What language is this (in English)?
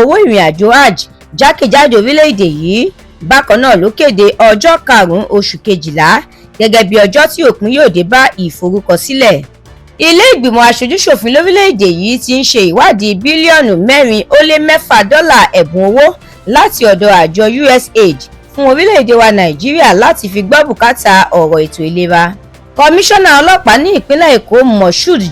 Yoruba